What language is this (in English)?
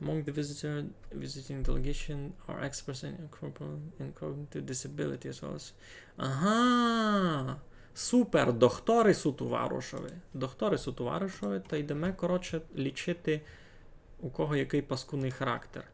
Rusyn